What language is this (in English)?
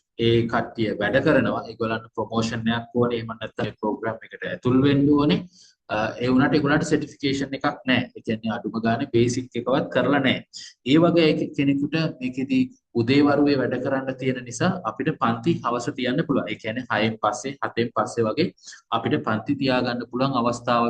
Sinhala